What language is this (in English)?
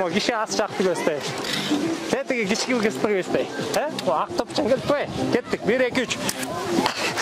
Kyrgyz